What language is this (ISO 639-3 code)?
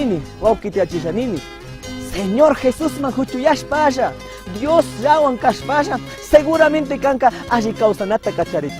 qug